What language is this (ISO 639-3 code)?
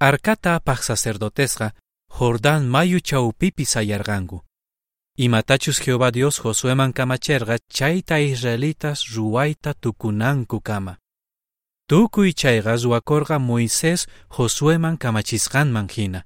quh